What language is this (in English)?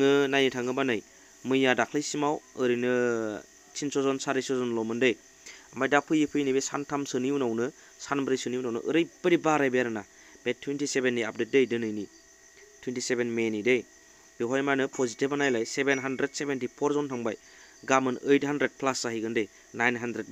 Bodo